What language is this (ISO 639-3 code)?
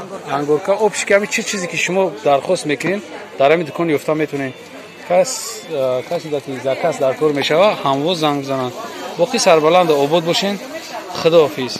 tgk